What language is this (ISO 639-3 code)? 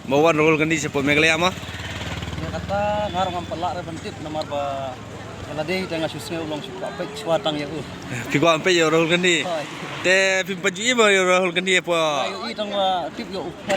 kha